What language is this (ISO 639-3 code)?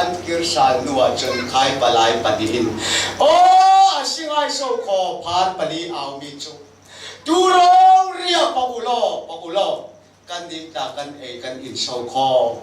cfm